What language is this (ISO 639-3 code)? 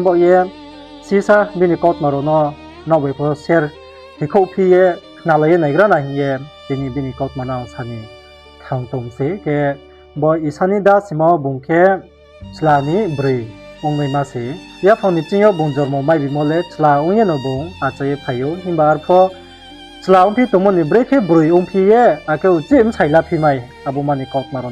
ria